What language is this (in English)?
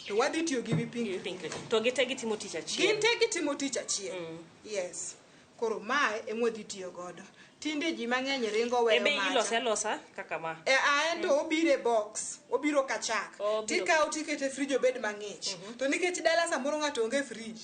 Luo (Kenya and Tanzania)